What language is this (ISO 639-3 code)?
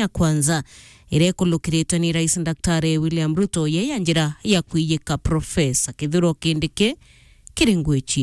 mer